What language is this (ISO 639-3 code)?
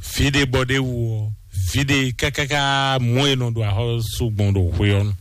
fon